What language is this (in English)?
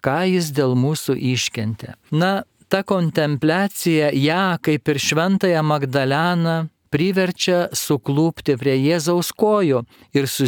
Lithuanian